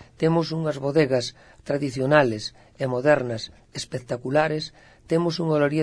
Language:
Galician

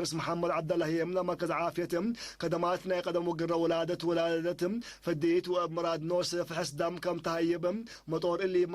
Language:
Tigre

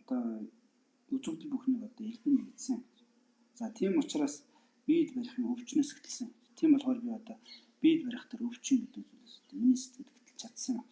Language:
Mongolian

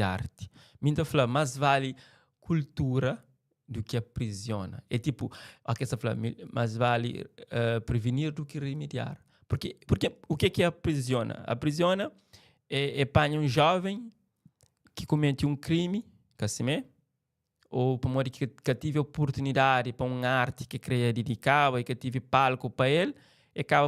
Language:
Kabuverdianu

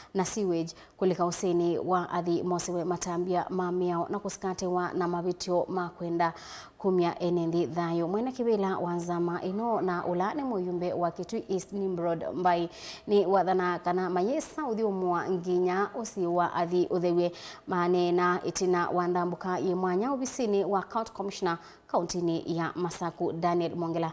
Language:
Kamba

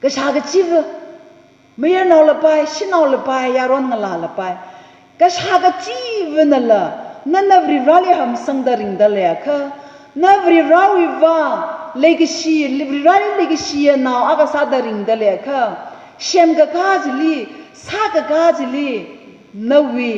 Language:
Tangkhul Naga (India)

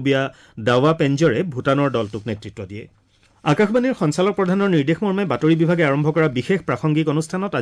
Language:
Assamese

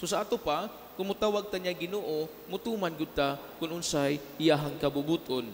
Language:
Cebuano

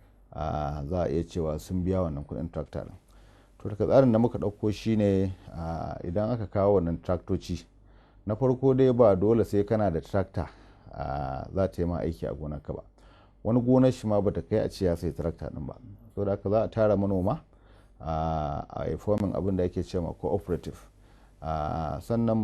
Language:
Hausa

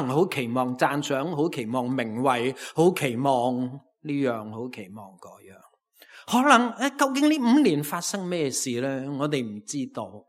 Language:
Cantonese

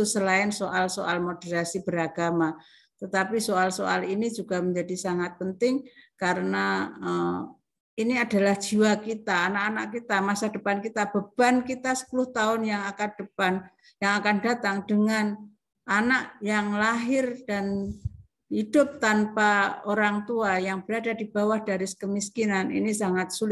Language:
Indonesian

